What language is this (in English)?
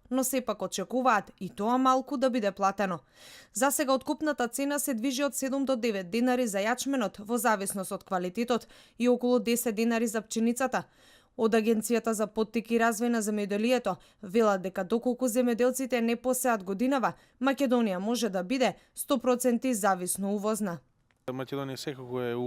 Macedonian